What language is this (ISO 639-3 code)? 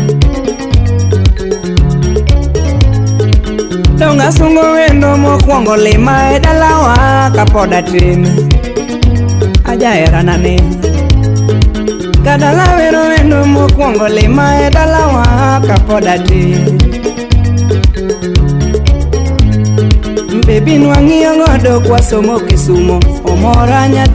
luo